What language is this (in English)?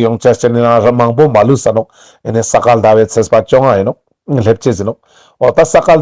Ladakhi